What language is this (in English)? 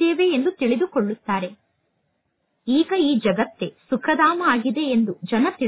Kannada